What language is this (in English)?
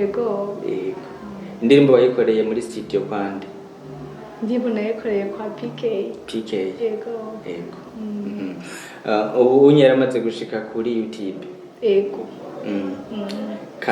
Rundi